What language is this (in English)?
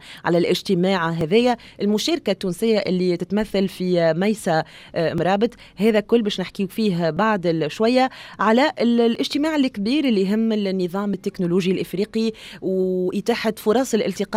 Tunisian Arabic